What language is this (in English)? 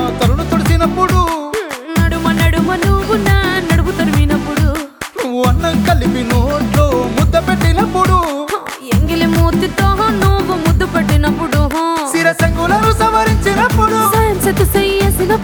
Telugu